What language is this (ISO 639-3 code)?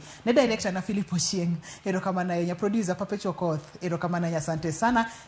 luo